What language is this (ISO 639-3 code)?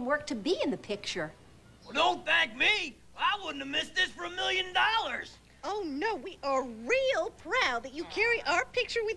eng